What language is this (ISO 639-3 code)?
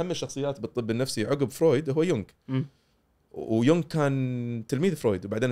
afb